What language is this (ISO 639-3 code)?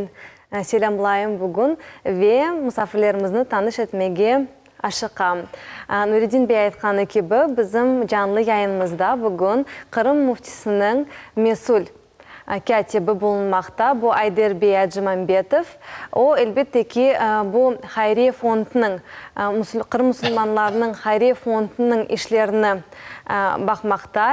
crh